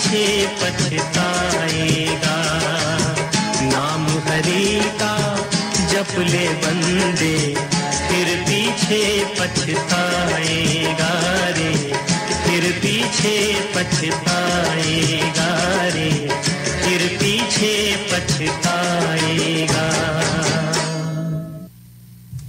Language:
Hindi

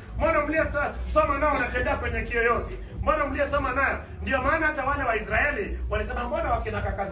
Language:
Swahili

